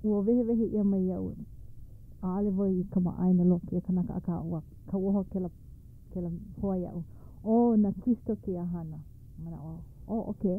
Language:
Hawaiian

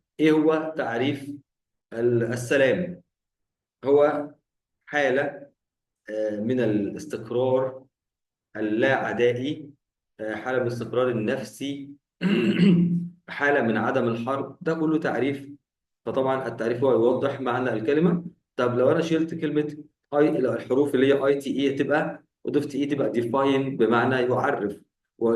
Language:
Egyptian Arabic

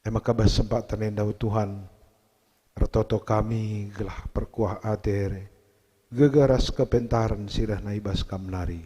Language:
Batak Karo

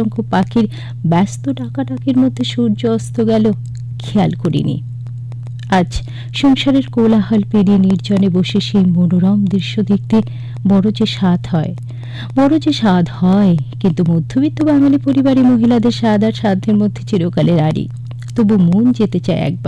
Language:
Bangla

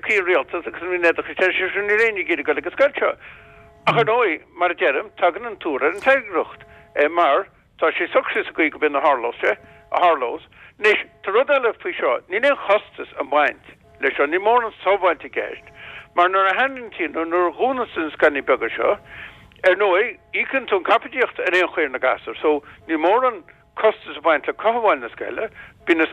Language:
Irish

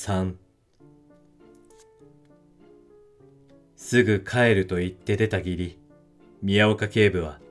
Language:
Japanese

